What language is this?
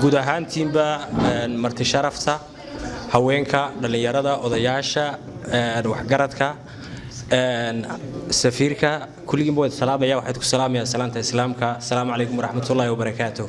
Somali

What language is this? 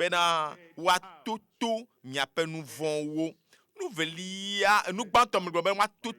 Ewe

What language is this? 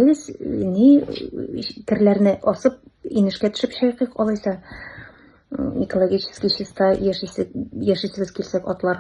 Tatar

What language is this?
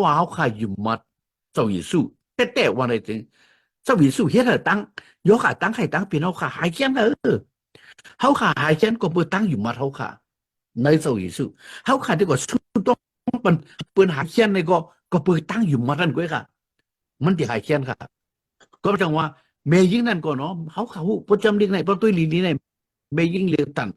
Shan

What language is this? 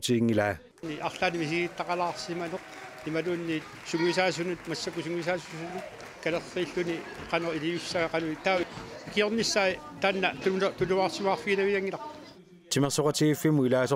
Kalaallisut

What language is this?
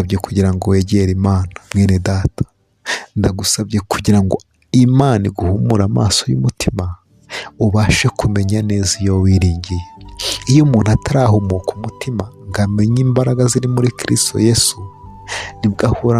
Kinyarwanda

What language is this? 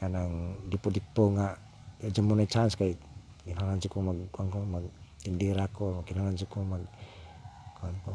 Cebuano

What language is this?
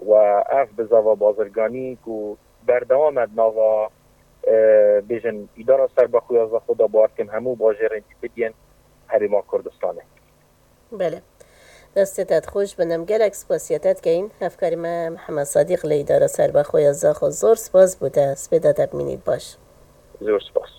Kurdish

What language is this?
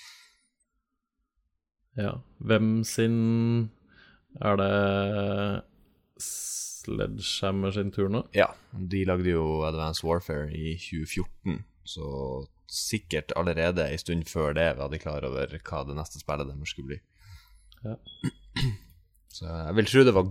Norwegian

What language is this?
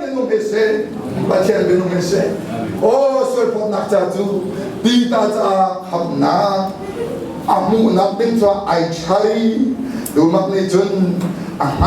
Hakha Chin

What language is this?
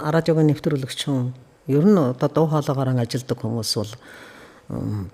Mongolian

